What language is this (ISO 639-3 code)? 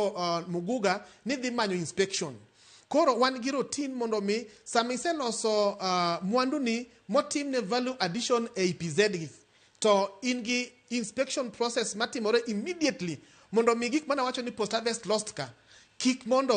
luo